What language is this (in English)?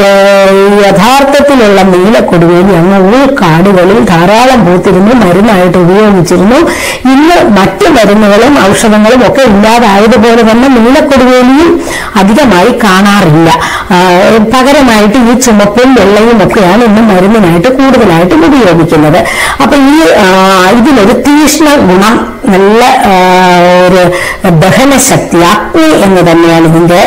Malayalam